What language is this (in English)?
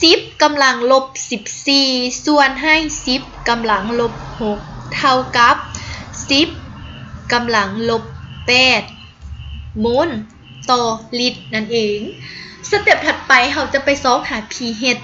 Lao